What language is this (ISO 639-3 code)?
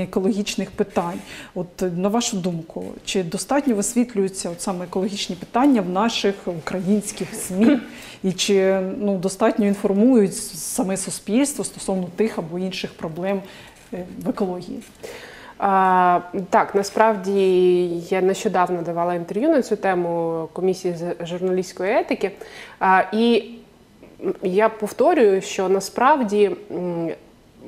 ukr